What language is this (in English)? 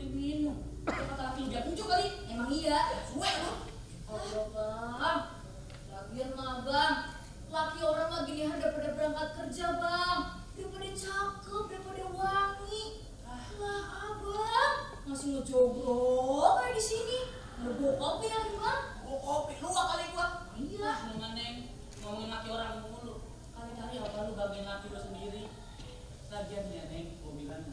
Betawi